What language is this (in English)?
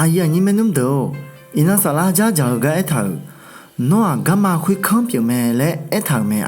Akha